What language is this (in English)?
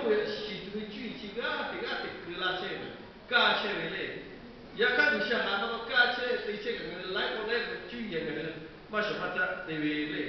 Lahu